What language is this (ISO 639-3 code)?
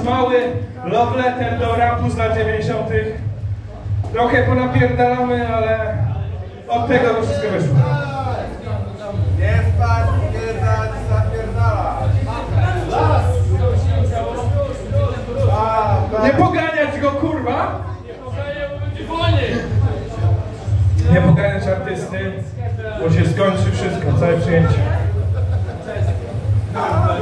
pol